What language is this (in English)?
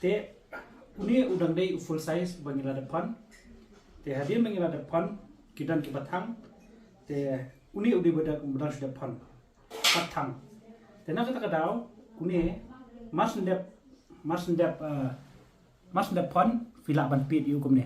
Khasi